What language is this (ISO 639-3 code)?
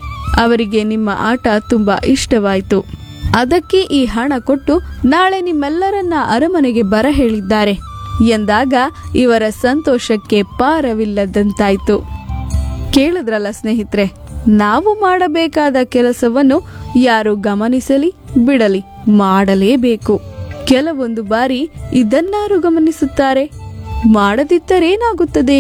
kan